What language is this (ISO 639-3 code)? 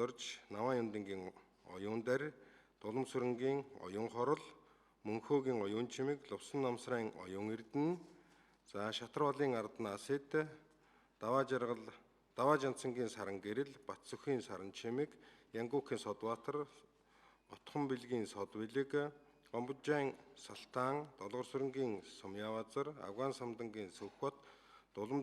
mon